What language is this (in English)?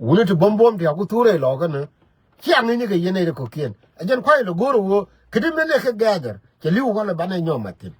Nuer